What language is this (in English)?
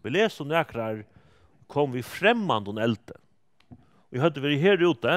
Faroese